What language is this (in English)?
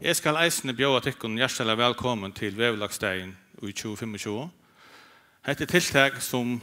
Faroese